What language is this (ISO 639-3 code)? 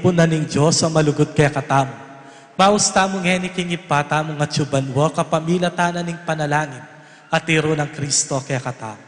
pam